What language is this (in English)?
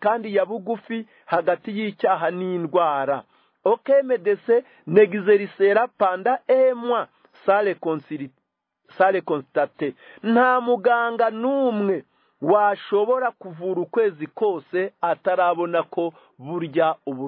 Kinyarwanda